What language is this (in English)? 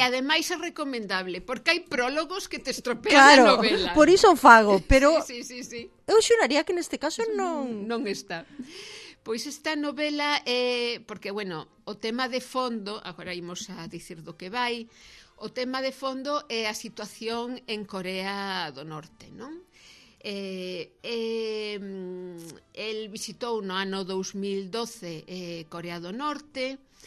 Galician